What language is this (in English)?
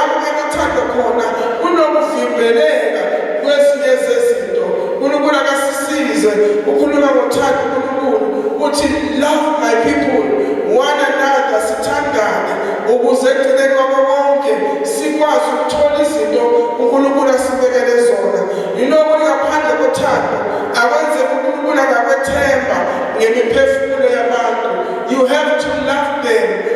Zulu